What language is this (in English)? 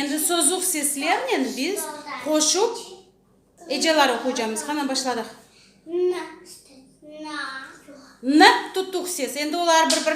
Crimean Tatar